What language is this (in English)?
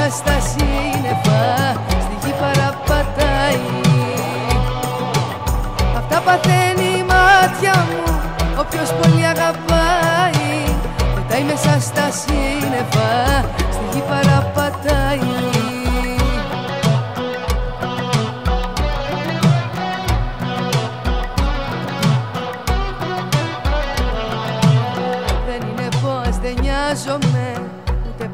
Greek